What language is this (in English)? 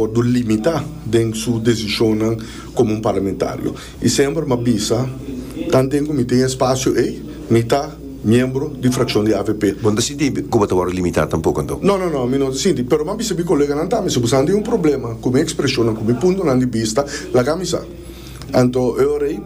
Papiamento